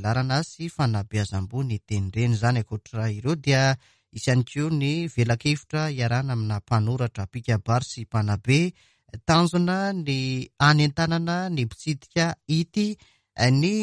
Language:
Malagasy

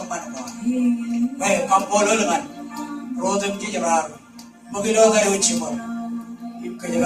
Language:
Marshallese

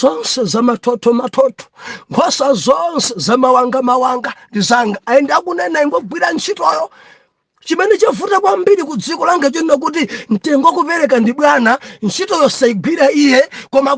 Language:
Nyanja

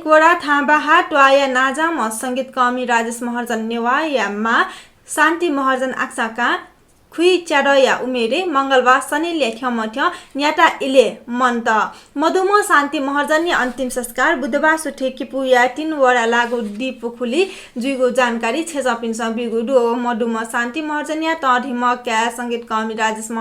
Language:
Newari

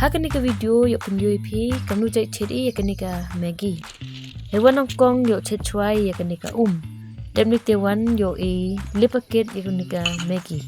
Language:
Pnar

